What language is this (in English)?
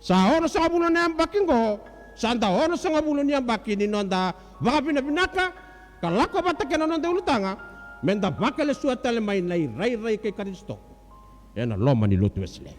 Fijian